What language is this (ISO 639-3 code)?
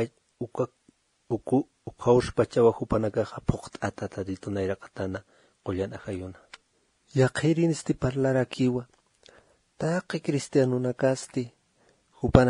aym